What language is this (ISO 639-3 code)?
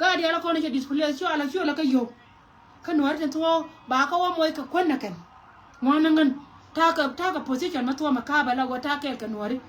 nus